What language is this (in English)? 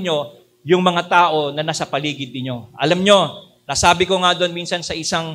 Filipino